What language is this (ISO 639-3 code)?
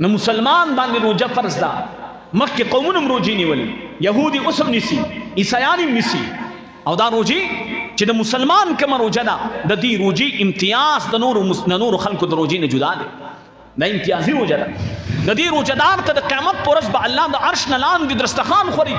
pus